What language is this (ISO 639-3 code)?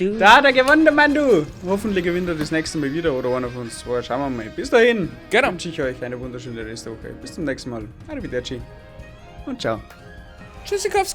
bar